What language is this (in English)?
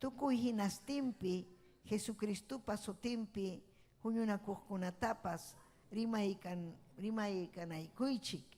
Ayacucho Quechua